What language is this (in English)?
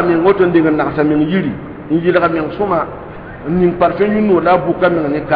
Mossi